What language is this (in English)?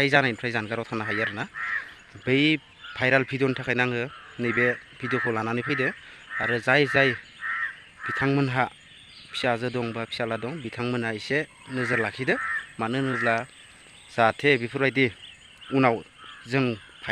Bodo